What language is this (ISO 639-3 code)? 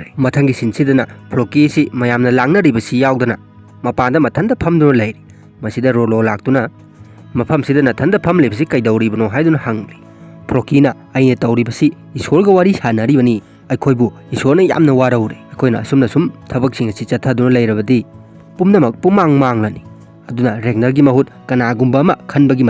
mni